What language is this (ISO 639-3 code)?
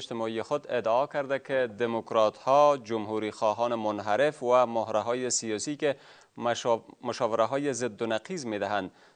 fas